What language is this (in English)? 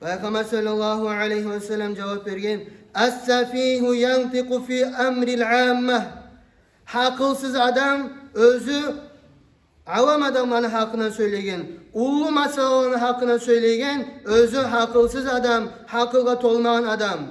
Kumyk